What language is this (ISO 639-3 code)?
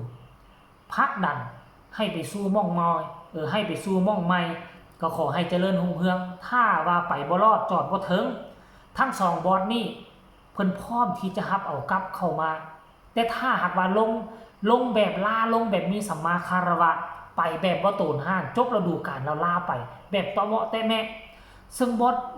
tts